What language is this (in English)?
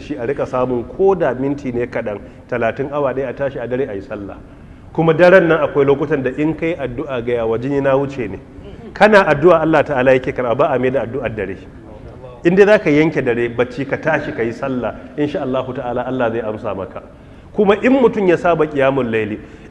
Hausa